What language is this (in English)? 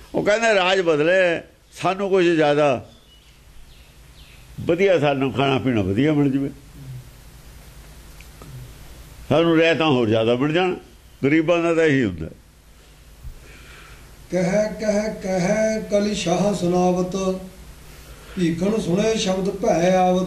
Punjabi